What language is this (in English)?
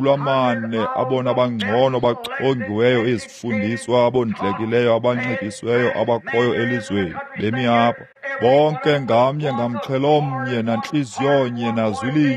Xhosa